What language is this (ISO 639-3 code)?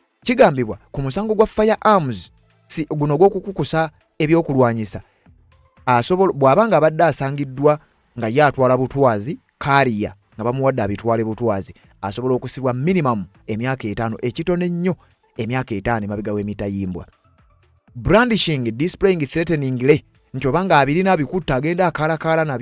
lug